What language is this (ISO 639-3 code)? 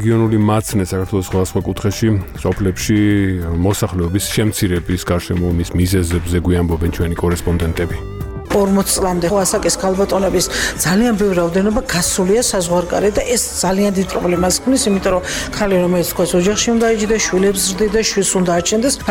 kat